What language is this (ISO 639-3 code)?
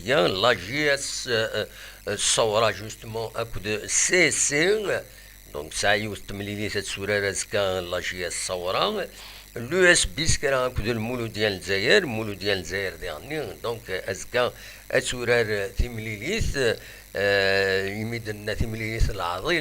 kab